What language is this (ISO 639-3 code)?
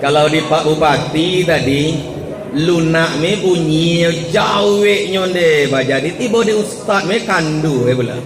min